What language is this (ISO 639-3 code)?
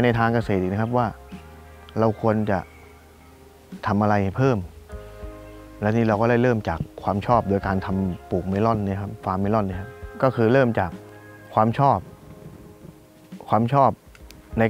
tha